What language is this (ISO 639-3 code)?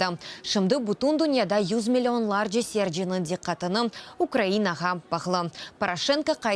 crh